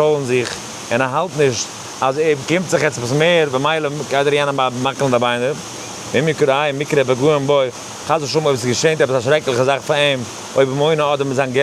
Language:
Yiddish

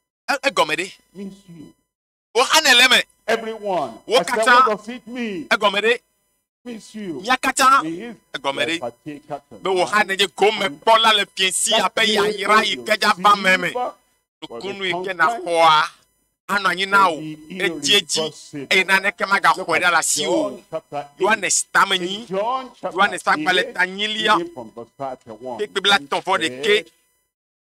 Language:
Ewe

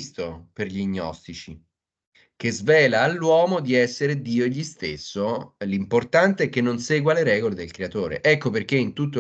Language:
Italian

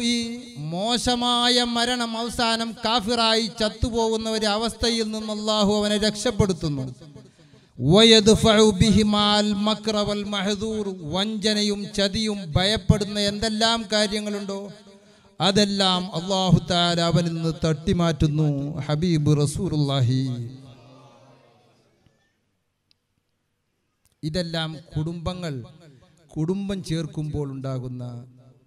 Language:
Malayalam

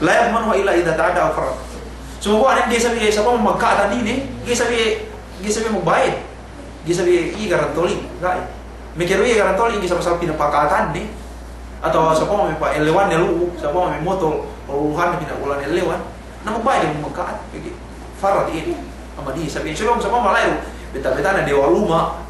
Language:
Yakan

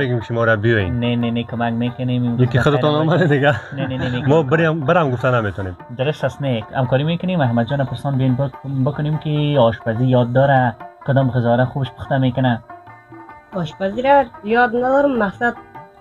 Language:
Persian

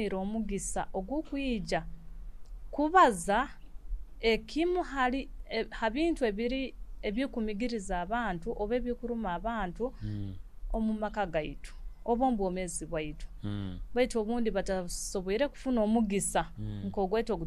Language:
Nyoro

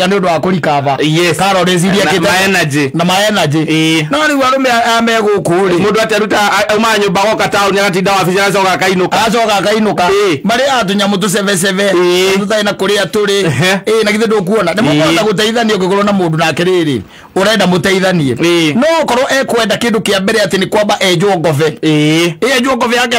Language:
Kikuyu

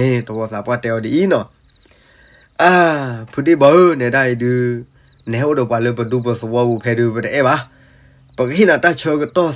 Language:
S'gaw Karen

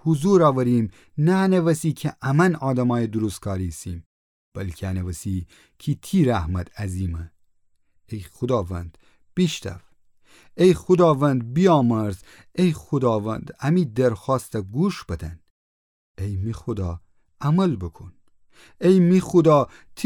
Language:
Gilaki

